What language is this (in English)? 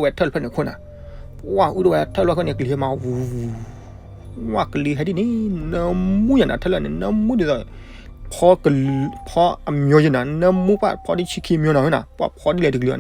S'gaw Karen